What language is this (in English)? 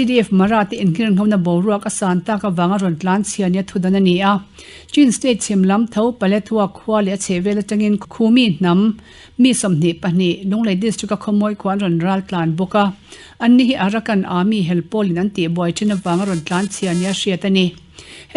Mizo